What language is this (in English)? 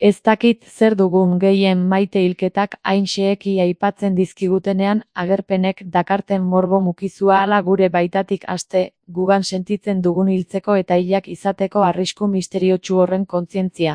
Basque